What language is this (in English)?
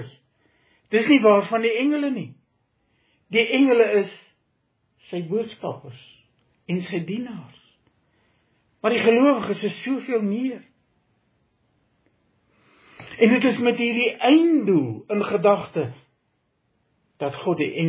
Afrikaans